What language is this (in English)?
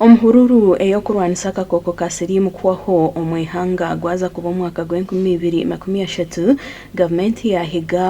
Nyankole